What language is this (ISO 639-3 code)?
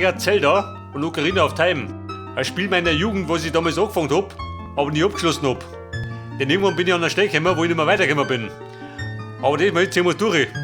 bar